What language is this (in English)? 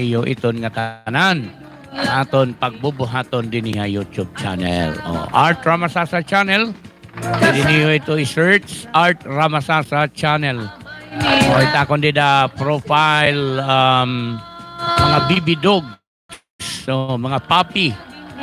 Waray